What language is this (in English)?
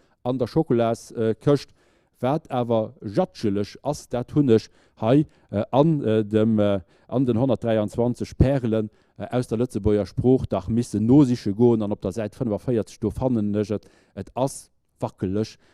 Luxembourgish